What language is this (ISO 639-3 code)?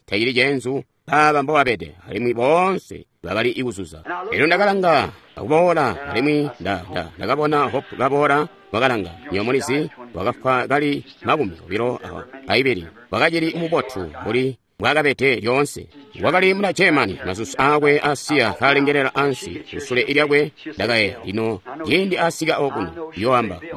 toi